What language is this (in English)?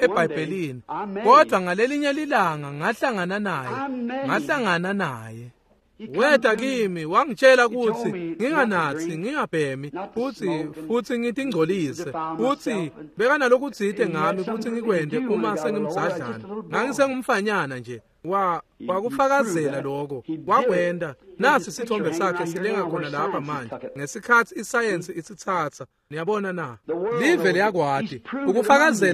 Swati